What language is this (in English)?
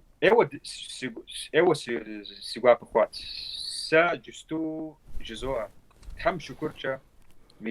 Kabardian